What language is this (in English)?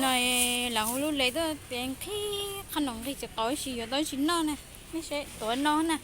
Hmong